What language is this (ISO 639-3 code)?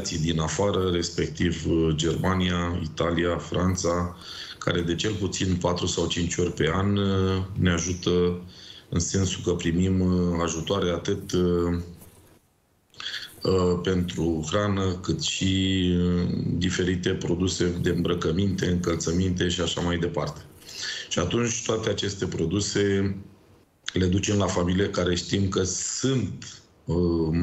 ron